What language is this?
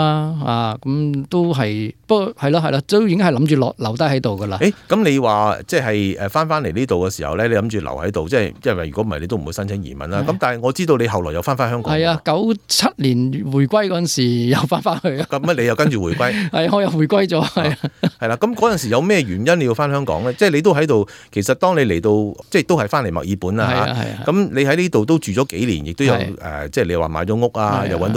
Cantonese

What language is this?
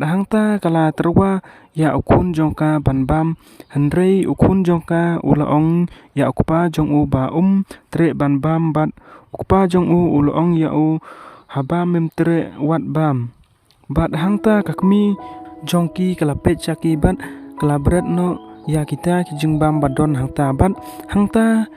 Khasi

